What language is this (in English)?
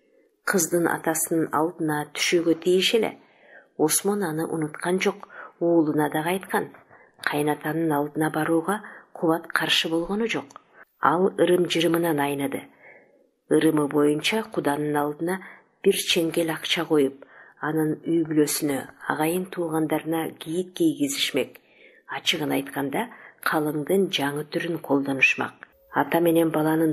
Kyrgyz